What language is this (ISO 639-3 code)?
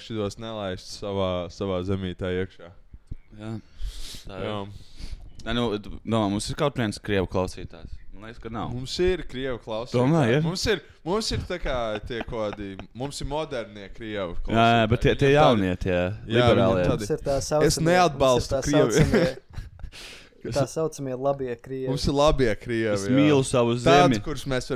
lav